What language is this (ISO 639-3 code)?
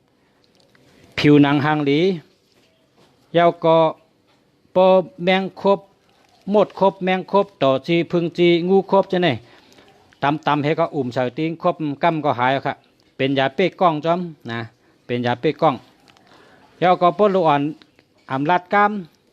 shn